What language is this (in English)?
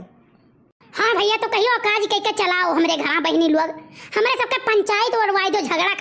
Awadhi